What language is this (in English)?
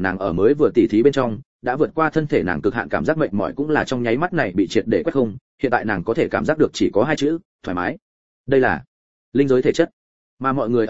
Vietnamese